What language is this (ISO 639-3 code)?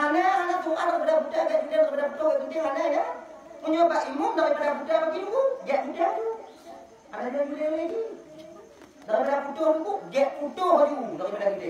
ace